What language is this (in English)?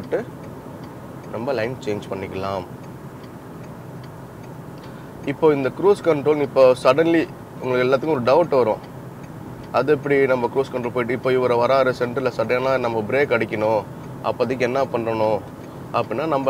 Tamil